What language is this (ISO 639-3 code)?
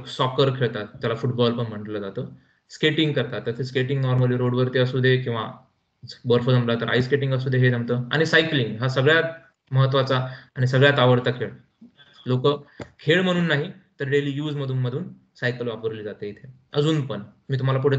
mar